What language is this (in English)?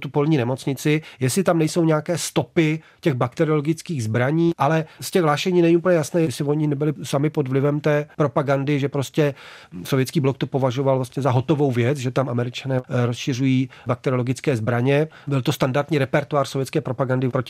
Czech